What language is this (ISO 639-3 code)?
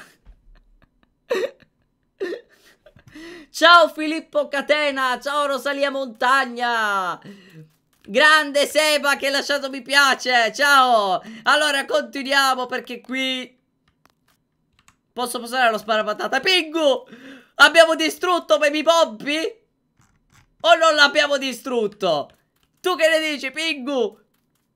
ita